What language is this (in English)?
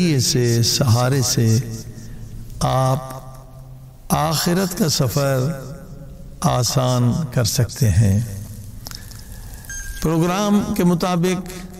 Urdu